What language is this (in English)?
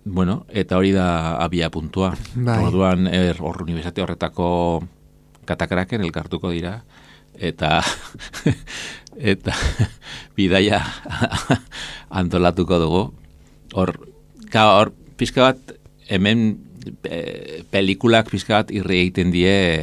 Basque